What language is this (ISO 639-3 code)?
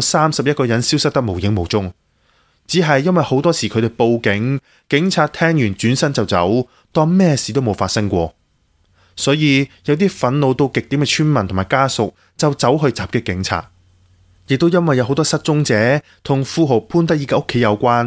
yue